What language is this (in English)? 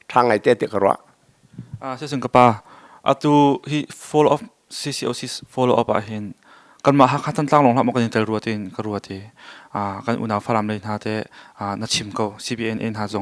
Hakha Chin